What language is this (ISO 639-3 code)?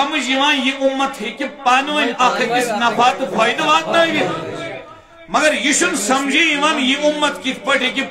kas